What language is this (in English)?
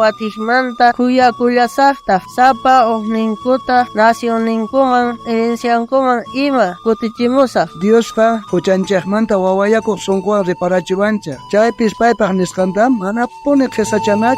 South Bolivian Quechua